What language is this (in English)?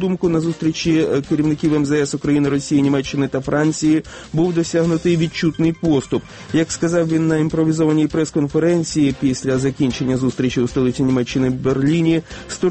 Ukrainian